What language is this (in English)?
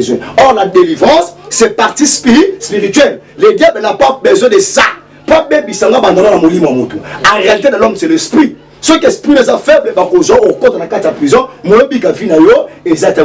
Lingala